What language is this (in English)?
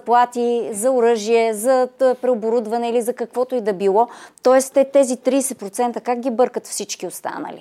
Bulgarian